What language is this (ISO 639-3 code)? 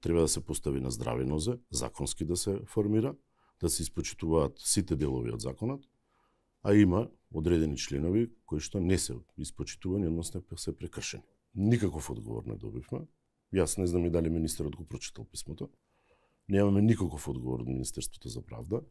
mkd